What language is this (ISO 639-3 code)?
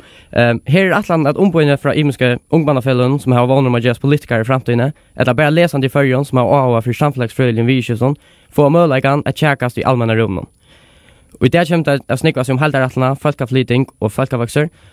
fao